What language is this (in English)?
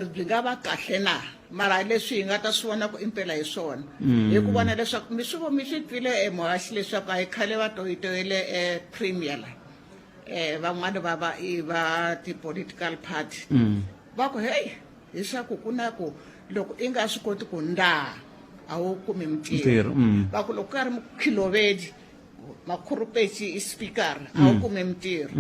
Tsonga